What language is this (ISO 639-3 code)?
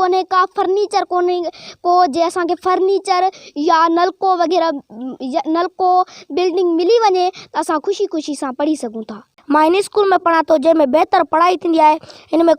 snd